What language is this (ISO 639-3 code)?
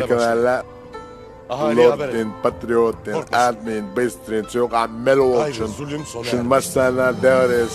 che